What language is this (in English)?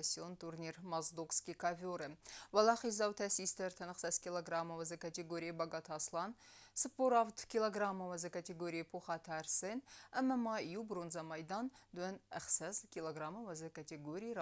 Ossetic